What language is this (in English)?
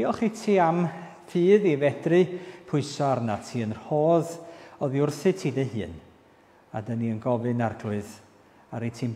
Welsh